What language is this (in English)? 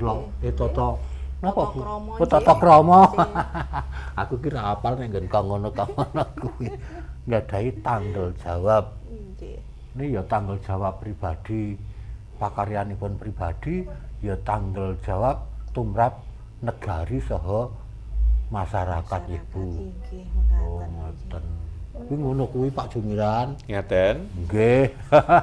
Javanese